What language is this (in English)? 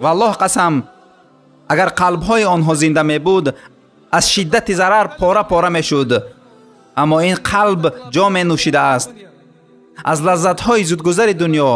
Tajik